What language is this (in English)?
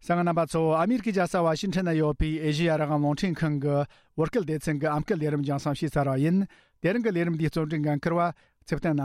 Tibetan